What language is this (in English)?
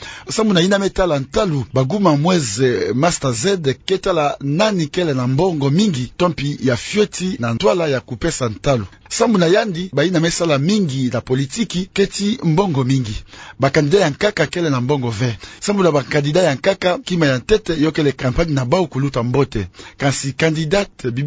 Kituba (Democratic Republic of Congo)